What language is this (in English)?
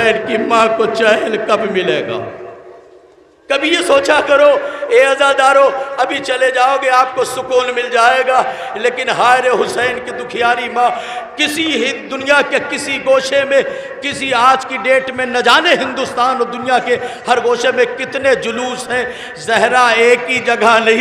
Urdu